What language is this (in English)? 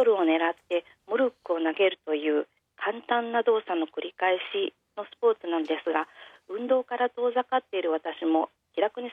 Japanese